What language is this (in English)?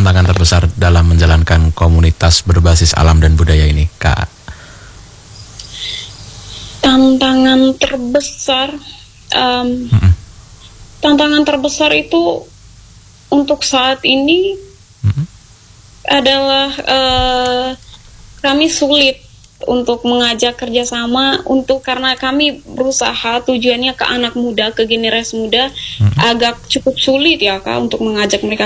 Indonesian